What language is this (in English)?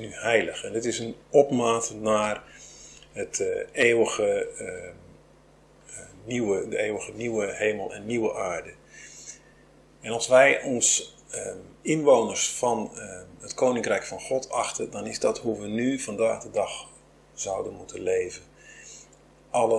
Dutch